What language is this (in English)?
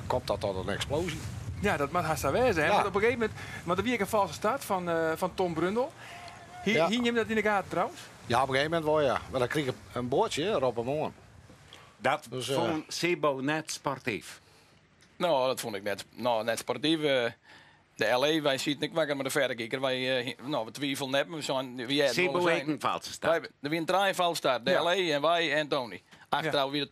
Western Frisian